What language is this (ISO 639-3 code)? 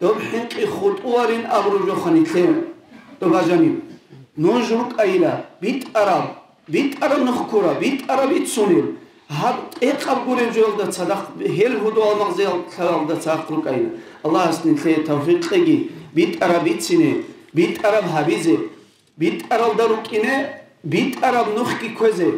ava